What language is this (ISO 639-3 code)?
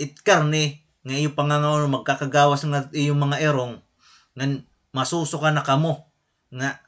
war